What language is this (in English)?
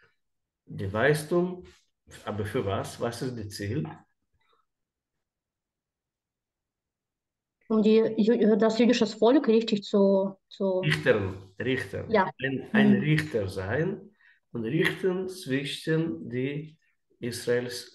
German